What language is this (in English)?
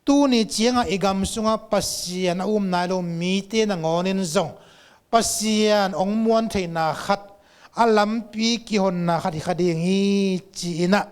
Tedim Chin